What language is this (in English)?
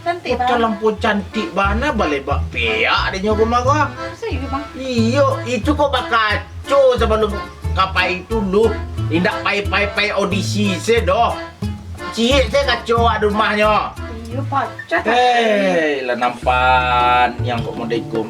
Minangkabau